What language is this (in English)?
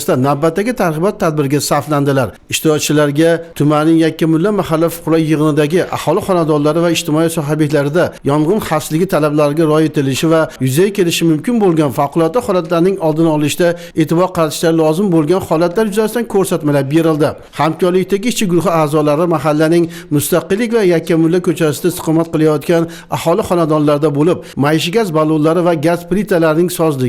Uzbek